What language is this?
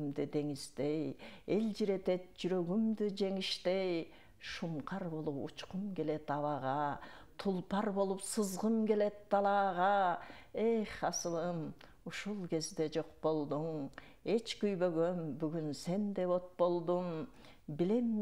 Kyrgyz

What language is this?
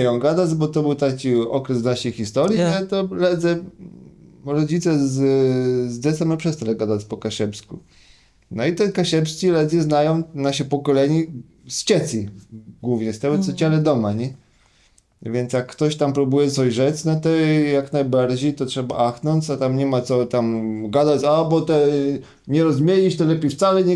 Kashubian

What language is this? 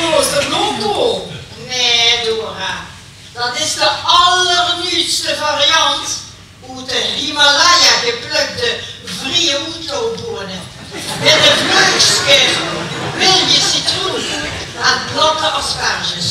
Limburgish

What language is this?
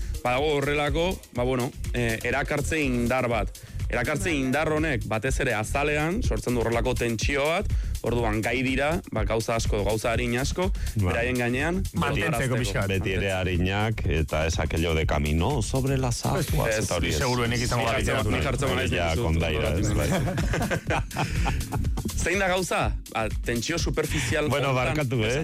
Basque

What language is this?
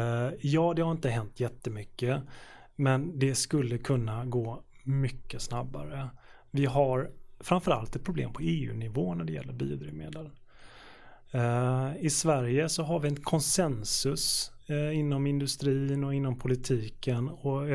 Swedish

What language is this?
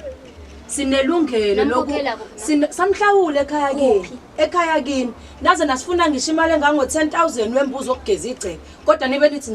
Zulu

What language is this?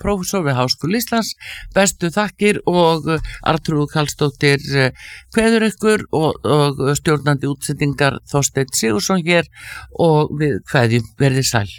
Icelandic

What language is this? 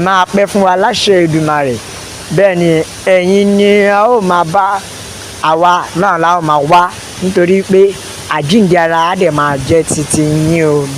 Yoruba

